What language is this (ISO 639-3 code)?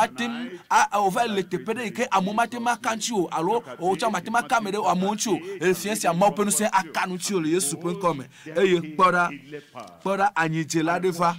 ewe